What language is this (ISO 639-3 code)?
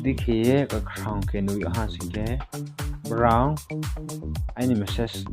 ria